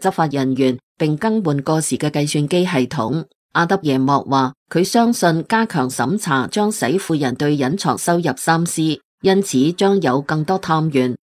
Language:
Cantonese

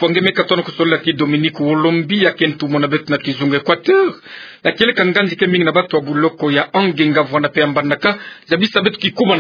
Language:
Kituba (Democratic Republic of Congo)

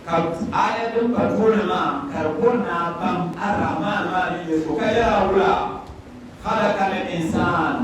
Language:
Dagbani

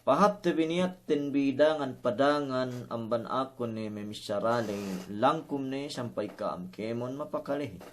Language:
Yakan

